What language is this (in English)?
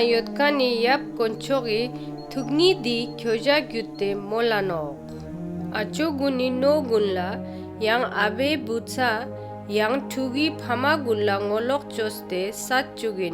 Ladakhi